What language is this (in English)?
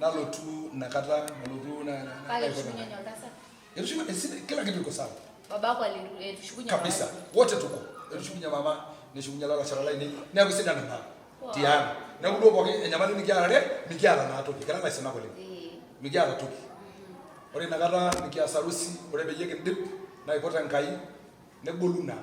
Masai